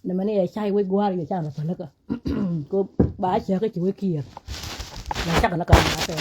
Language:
Nuer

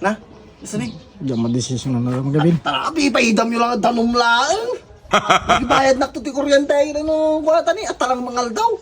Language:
Iloko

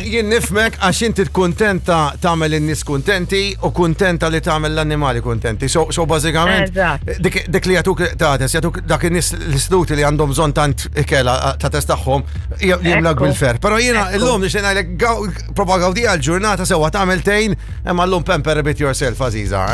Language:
Maltese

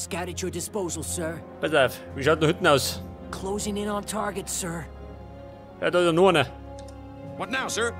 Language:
Bavarian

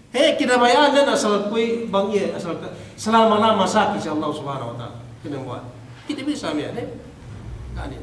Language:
Yakan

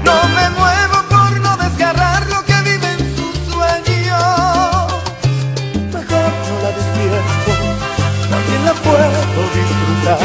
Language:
Spanish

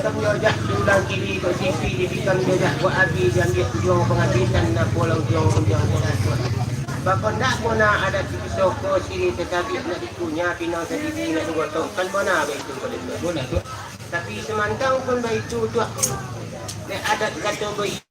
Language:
Minangkabau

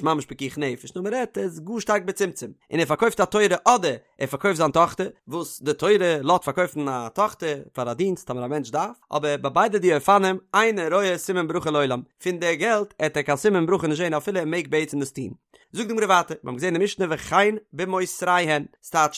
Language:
Yiddish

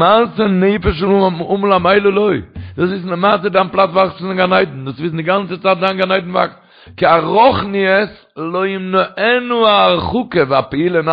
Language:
Yiddish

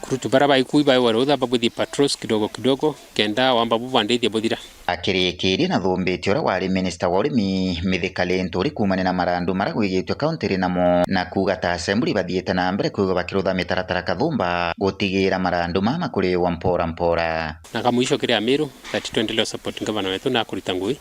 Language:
Meru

